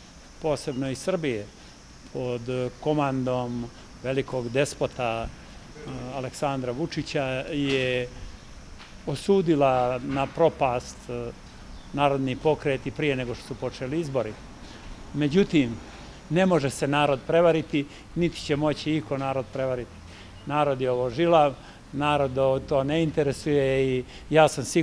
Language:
Serbian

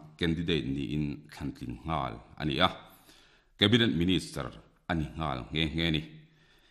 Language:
Mizo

